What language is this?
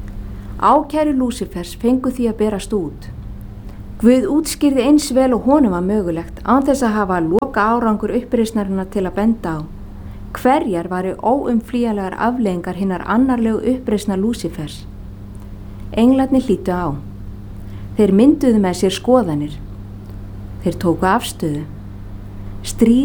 Icelandic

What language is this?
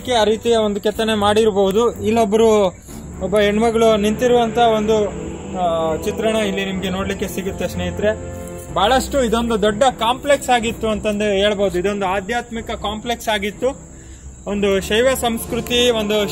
Kannada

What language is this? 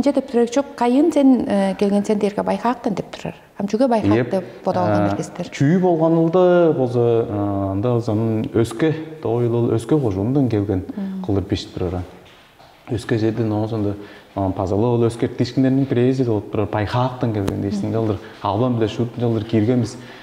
Tuvinian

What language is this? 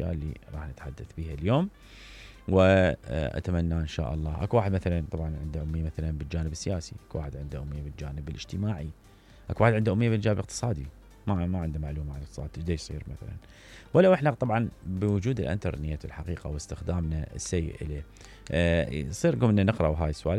Mesopotamian Arabic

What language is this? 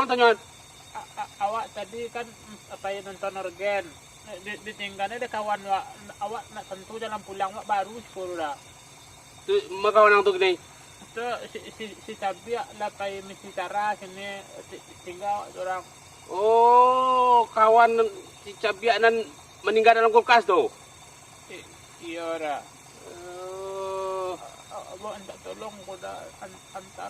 Minangkabau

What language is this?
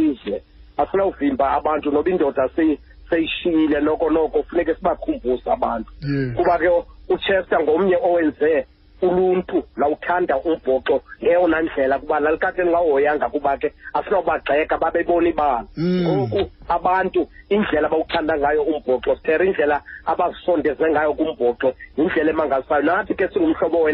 Xhosa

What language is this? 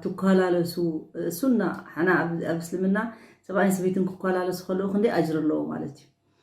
Tigrinya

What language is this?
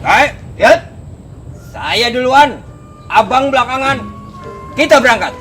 Betawi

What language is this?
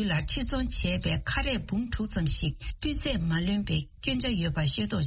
Tibetan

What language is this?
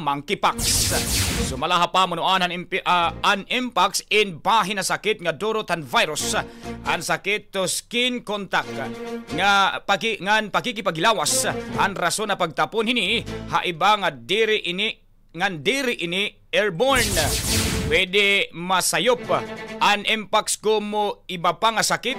Waray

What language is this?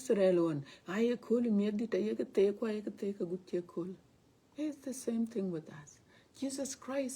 Dinka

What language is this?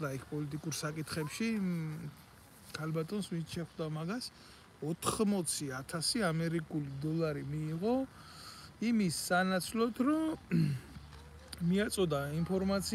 Georgian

